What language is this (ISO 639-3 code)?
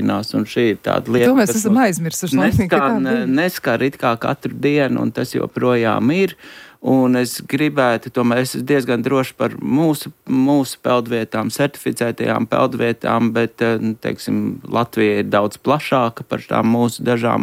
lav